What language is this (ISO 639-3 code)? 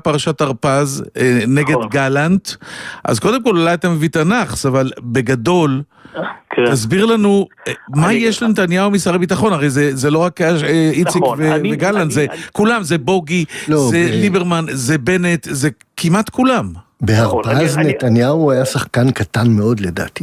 heb